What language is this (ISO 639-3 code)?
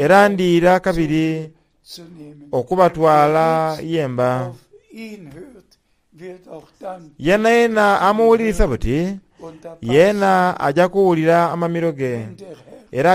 xog